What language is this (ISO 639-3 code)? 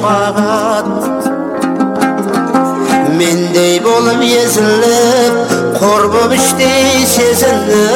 kaz